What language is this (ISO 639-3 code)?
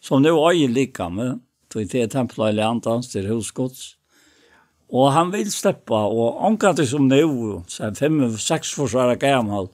fao